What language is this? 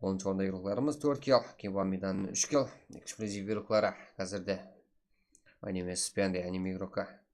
Kara-Kalpak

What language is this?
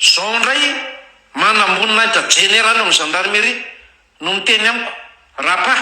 Malagasy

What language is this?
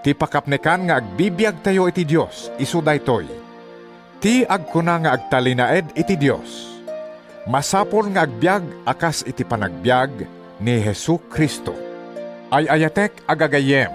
Iloko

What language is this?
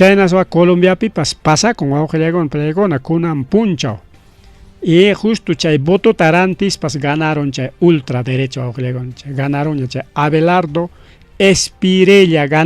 Ayacucho Quechua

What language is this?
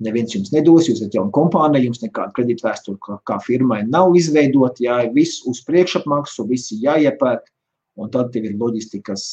Latvian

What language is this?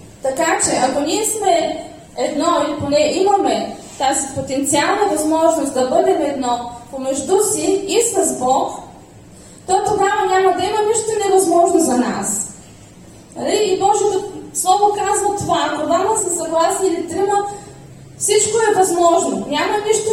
Bulgarian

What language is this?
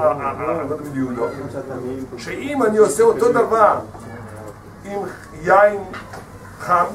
Hebrew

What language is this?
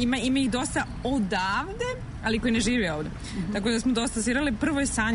Serbian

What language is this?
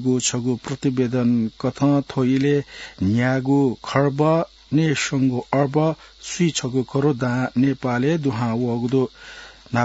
Newari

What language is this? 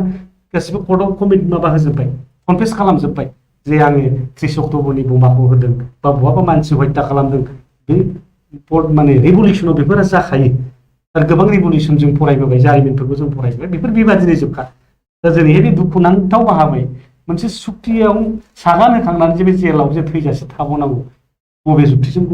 Bodo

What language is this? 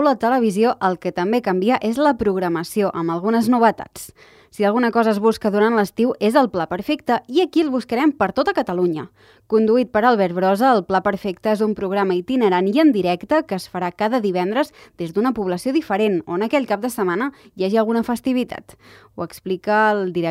Catalan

